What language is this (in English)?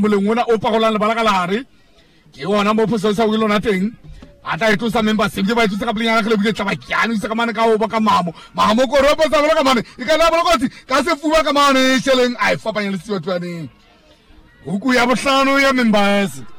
Southern Sotho